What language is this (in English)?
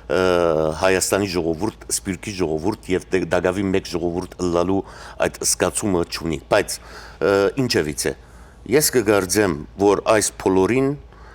Western Armenian